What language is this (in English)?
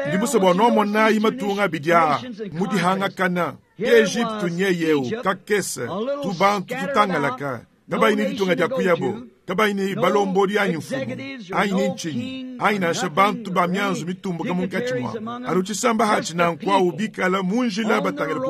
Luba-Lulua